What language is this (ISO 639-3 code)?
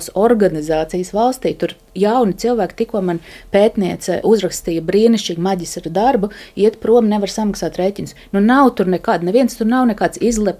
lav